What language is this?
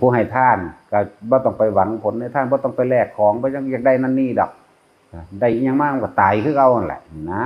Northeastern Thai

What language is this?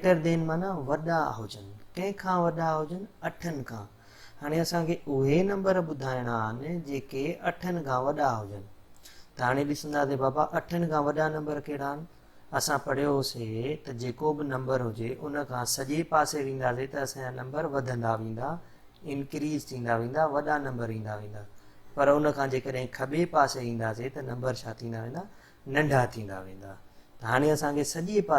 Sindhi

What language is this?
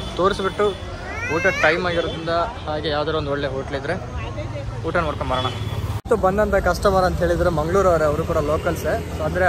Kannada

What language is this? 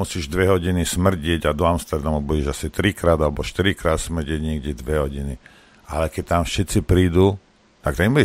Slovak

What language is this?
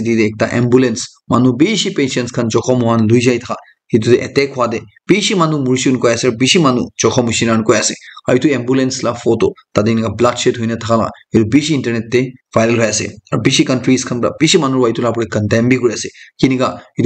Naga Pidgin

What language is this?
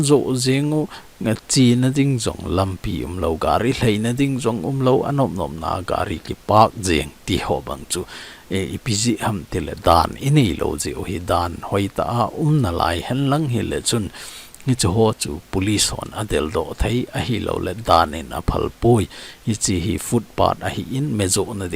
Thado Chin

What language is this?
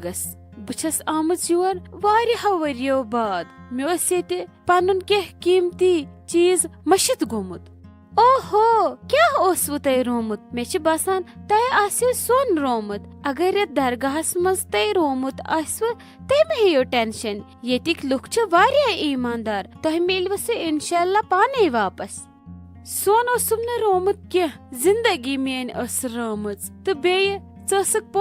Kashmiri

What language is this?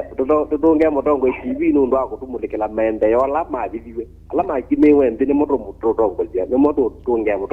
Kamba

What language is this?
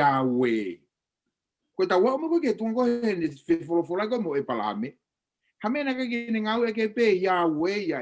Tongan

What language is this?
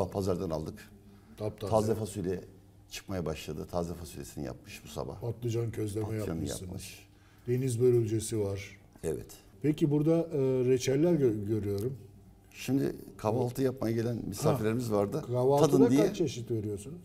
Turkish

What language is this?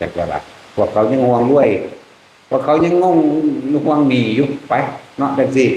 Northeastern Thai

